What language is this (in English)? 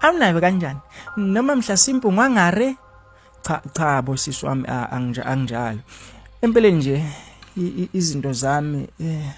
Zulu